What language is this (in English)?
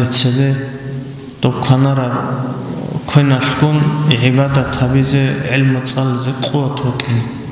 Avaric